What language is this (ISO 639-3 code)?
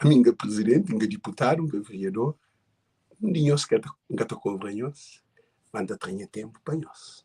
kea